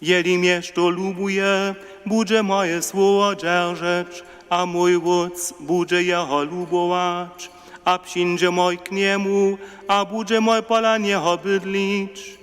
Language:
Upper Sorbian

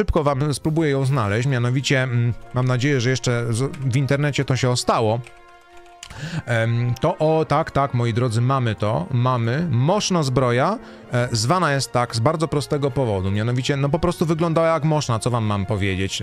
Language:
Polish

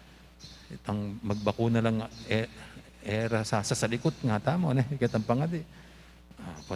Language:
Pampanga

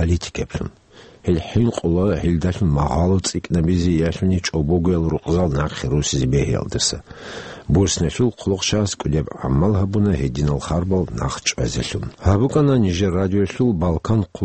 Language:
Avaric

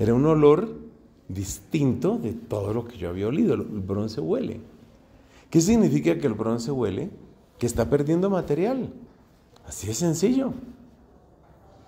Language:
Spanish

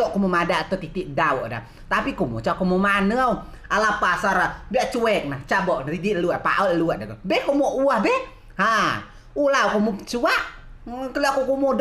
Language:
Rejang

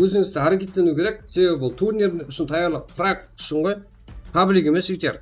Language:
Kara-Kalpak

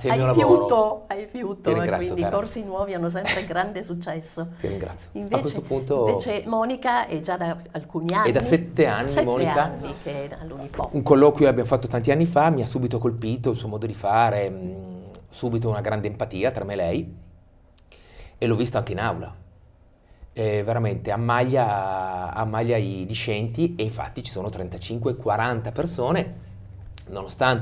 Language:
Italian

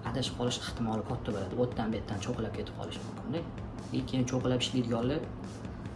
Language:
Uzbek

